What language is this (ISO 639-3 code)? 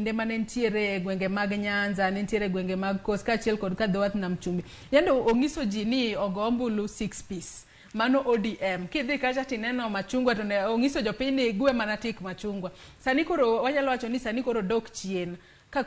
luo